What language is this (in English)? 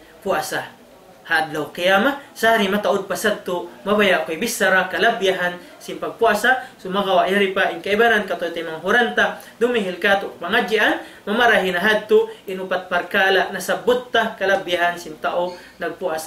Tausug